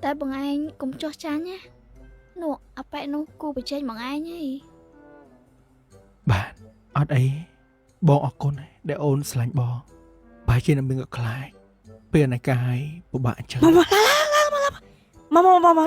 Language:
Khmer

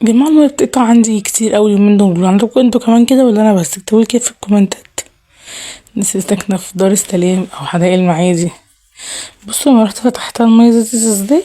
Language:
Egyptian Arabic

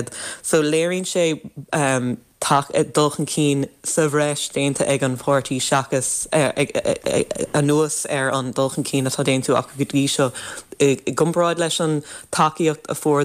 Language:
Irish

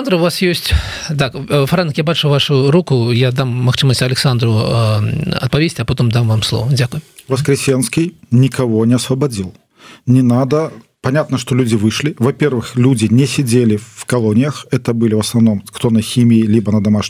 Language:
Belarusian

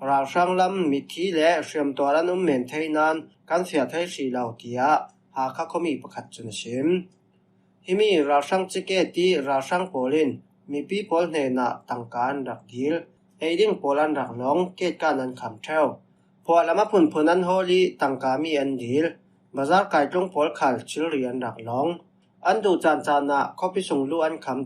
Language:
Falam Chin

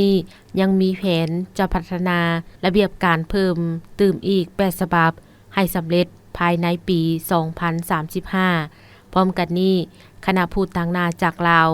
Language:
Lao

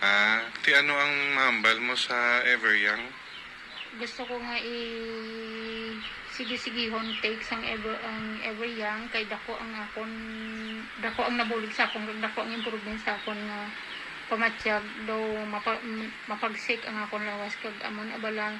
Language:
Hiligaynon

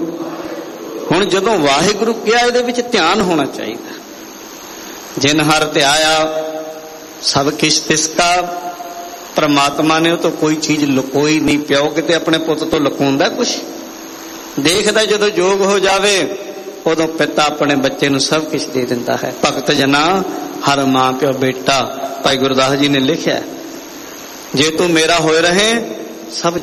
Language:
Punjabi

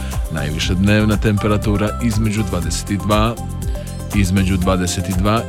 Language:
Croatian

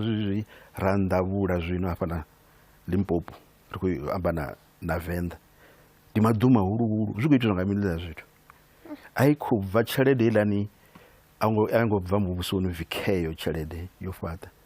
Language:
Venda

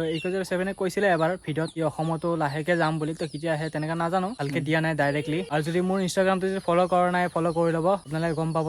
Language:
Assamese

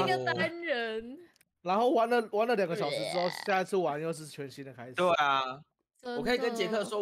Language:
Chinese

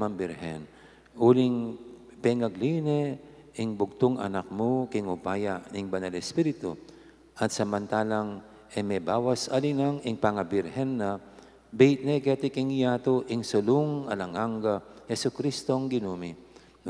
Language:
Pampanga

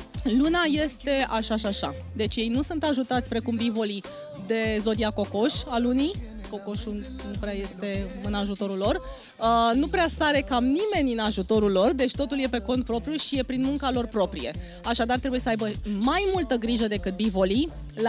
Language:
Romanian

